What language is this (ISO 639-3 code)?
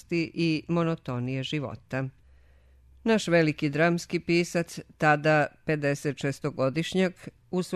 srp